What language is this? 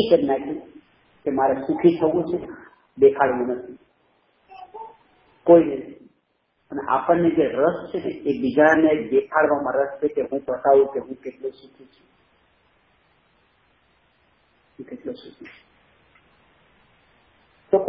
Gujarati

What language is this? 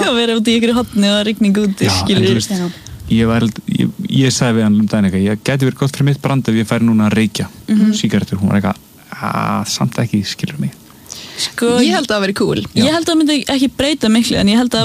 Icelandic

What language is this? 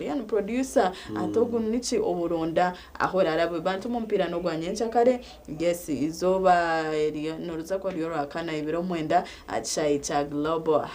Nyankole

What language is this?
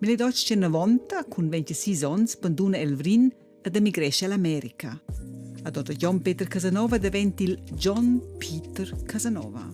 Romansh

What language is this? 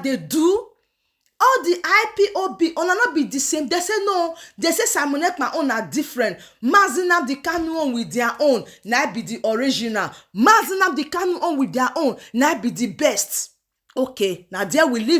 Nigerian Pidgin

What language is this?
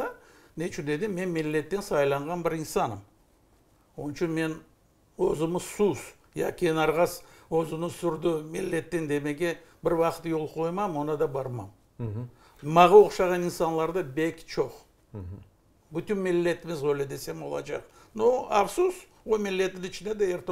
Crimean Tatar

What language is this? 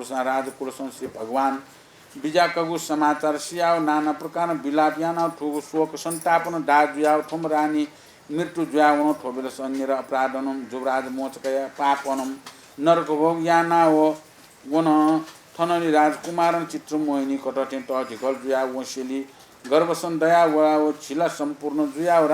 Newari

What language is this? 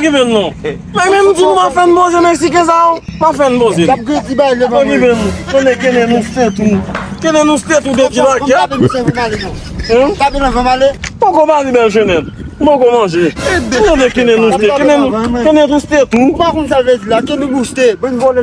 Haitian Creole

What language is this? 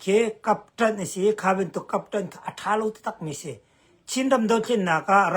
Hakha Chin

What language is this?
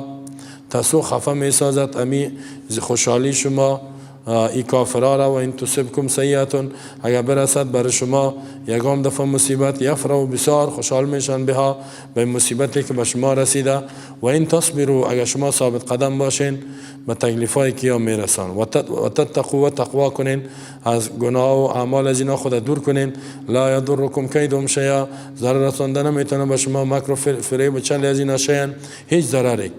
Persian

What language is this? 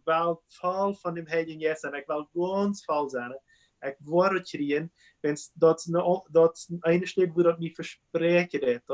Plautdietsch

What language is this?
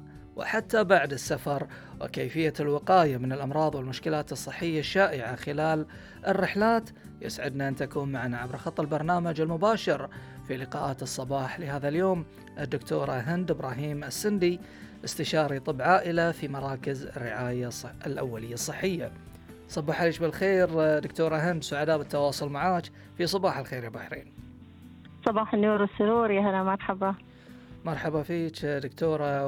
Gulf Arabic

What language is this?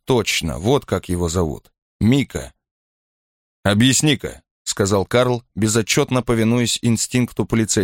Russian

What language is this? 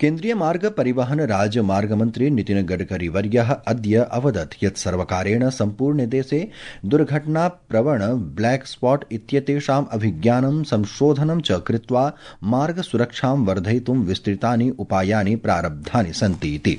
Sanskrit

